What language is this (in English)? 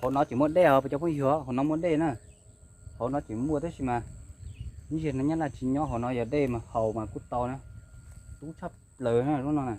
Hmong